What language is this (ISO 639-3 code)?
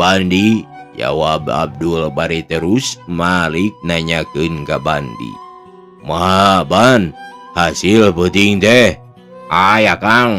sun